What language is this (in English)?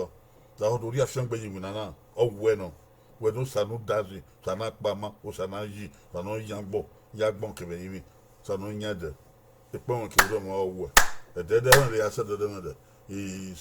Bini